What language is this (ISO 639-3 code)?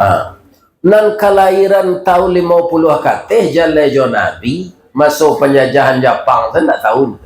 min